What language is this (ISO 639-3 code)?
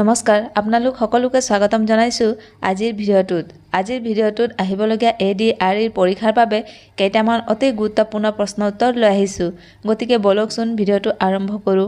asm